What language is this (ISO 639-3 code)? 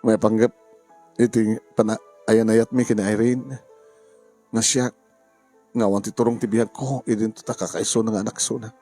ilo